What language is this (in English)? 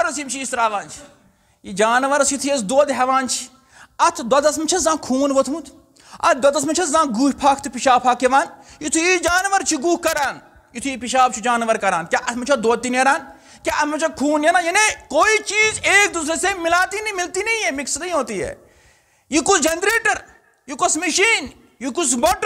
Kashmiri